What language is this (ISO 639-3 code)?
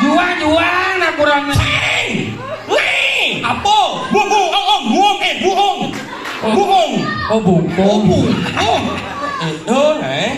ban